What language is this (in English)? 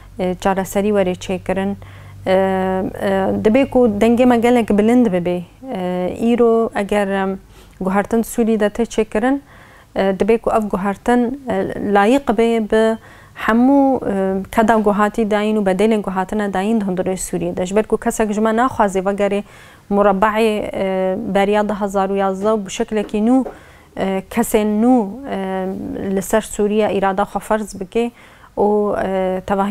Kurdish